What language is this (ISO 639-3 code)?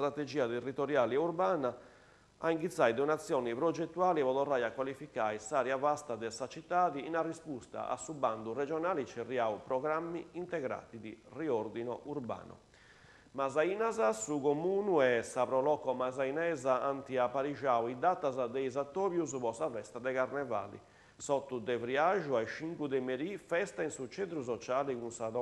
srd